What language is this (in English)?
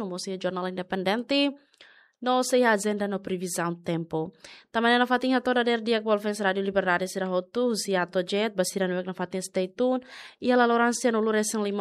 Tetum